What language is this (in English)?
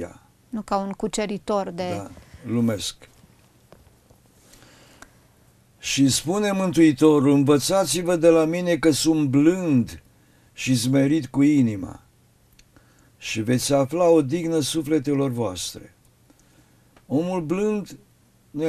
Romanian